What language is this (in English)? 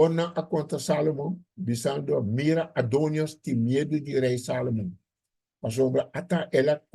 Papiamento